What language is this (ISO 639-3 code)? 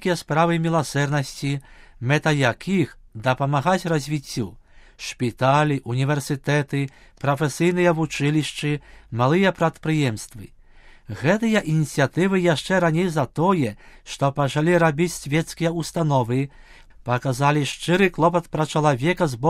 bel